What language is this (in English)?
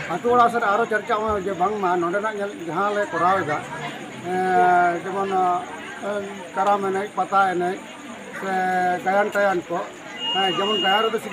Santali